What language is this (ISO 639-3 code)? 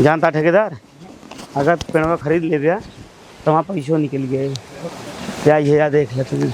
awa